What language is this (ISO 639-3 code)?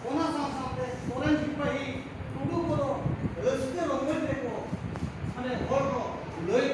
sat